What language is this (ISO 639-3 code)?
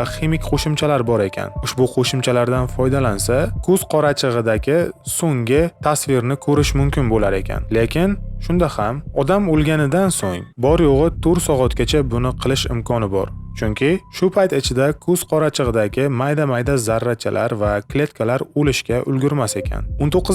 uzb